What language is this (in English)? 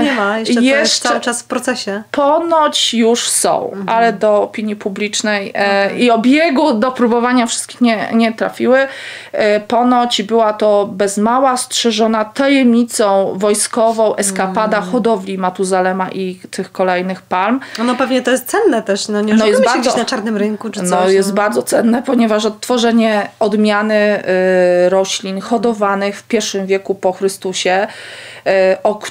Polish